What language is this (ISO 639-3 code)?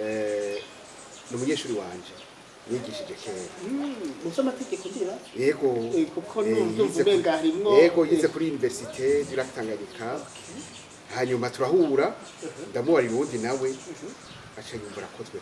run